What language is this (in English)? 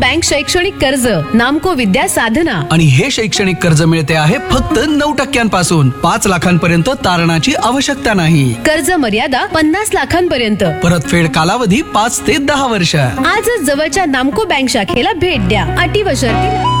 Marathi